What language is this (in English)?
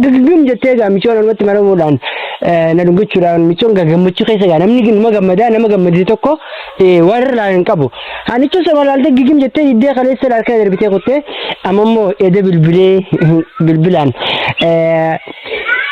Oromo